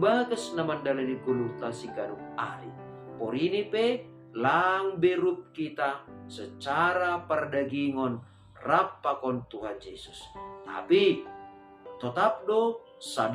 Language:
Batak Simalungun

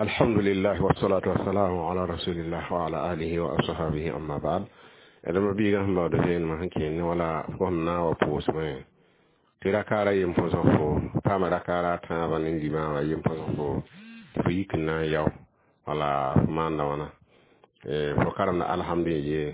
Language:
Mossi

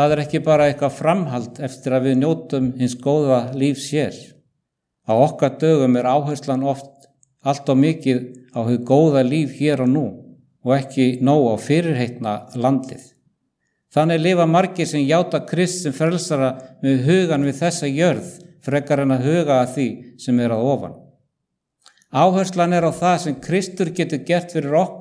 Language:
Icelandic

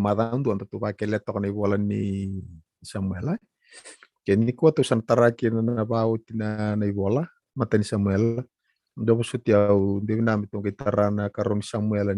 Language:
Fijian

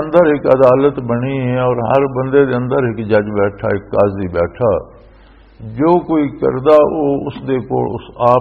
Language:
Western Panjabi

